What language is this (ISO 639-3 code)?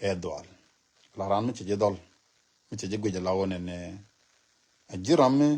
nus